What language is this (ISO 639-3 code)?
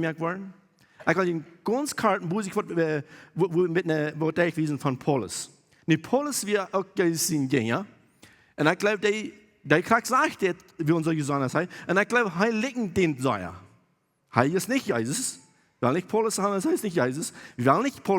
pdt